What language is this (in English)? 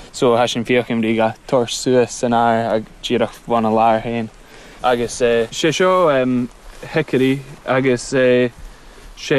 Irish